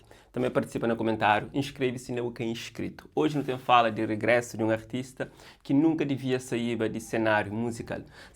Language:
Kabuverdianu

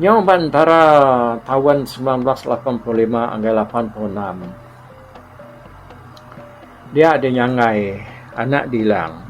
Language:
Iban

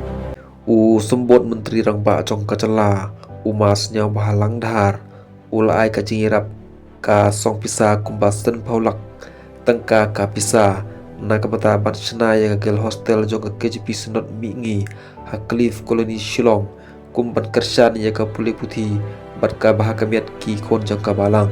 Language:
Khasi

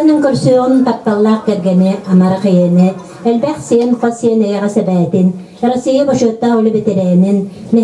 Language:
Yakut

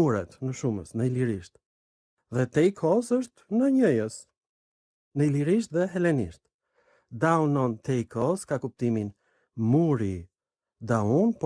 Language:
Albanian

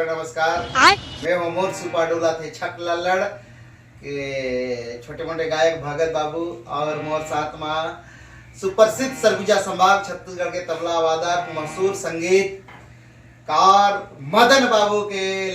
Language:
Chhattisgarhi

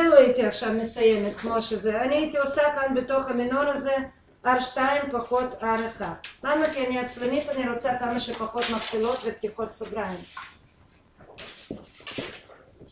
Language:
Hebrew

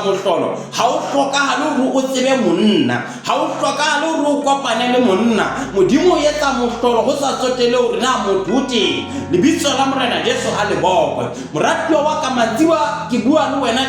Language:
Southern Sotho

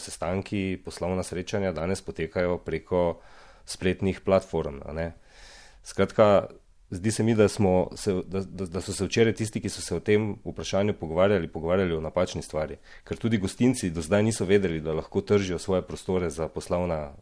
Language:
Slovenian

